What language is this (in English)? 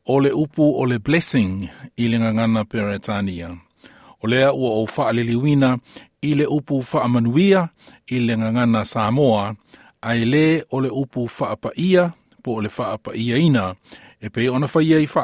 Samoan